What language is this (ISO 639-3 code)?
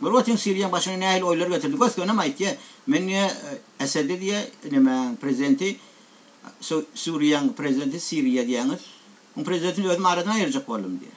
tuk